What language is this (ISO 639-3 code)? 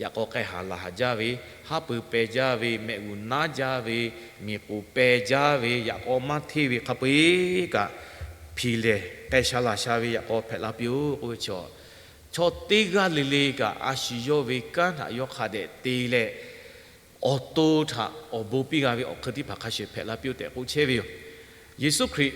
lhu